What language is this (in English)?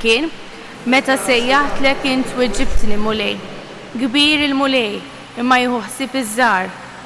Maltese